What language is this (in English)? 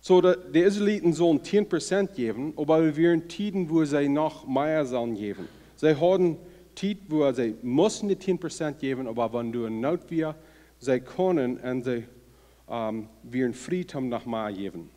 Plautdietsch